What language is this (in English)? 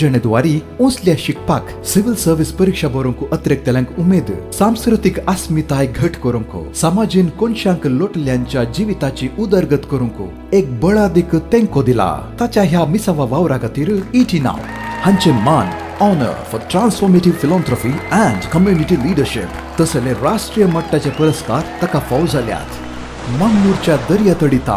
Konkani